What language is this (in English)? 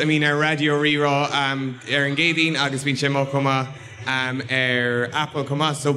Irish